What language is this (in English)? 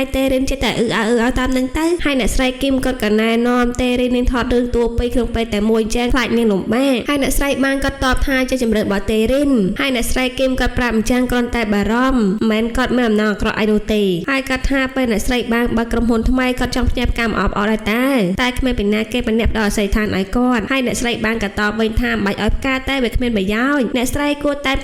Khmer